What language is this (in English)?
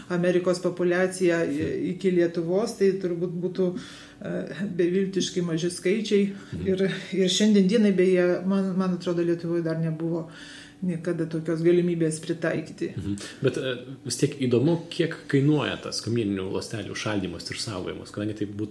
Lithuanian